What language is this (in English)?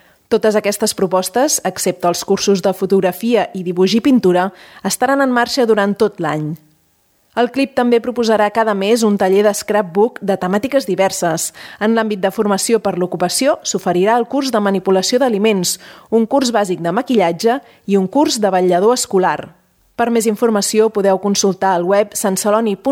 Catalan